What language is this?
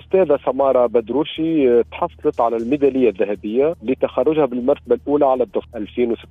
Tunisian Arabic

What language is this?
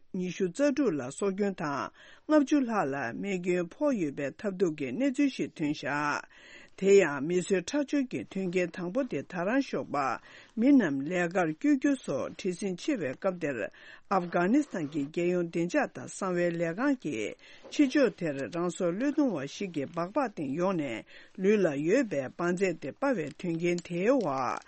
Tibetan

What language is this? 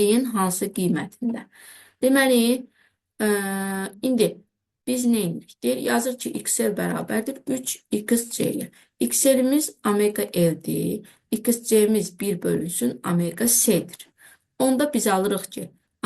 Azerbaijani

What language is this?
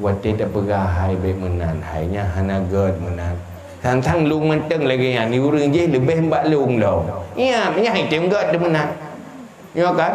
Achinese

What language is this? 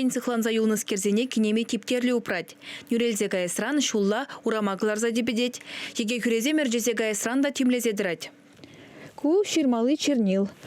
Chuvash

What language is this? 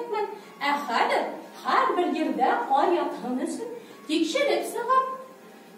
Bashkir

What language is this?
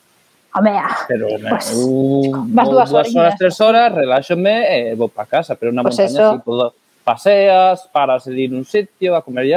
Galician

